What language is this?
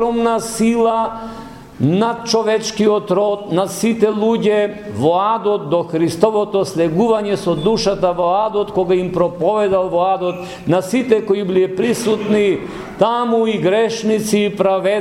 Macedonian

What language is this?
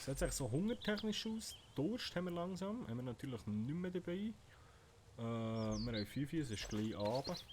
Swiss German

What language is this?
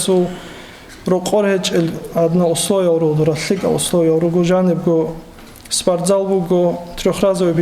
Avaric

